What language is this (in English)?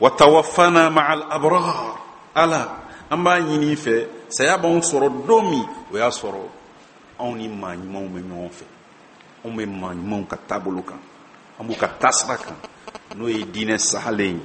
Bambara